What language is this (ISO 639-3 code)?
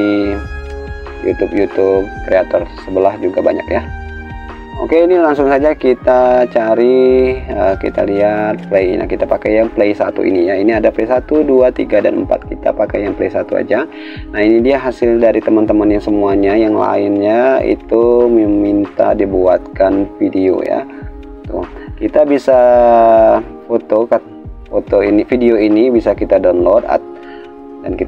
ind